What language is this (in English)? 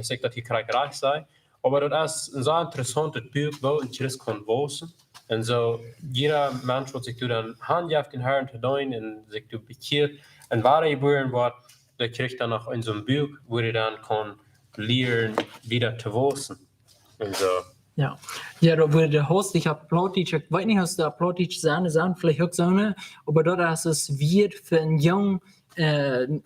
Plautdietsch